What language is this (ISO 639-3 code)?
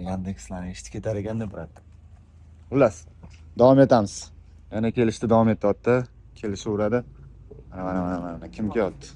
uzb